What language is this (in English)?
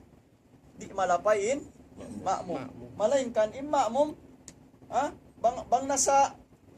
Tausug